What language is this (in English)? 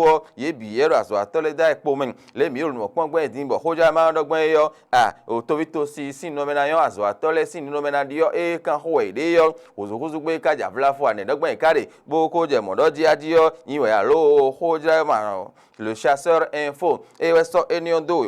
Fon